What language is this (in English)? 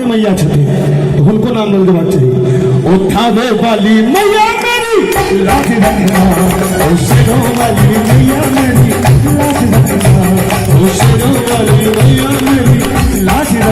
Maithili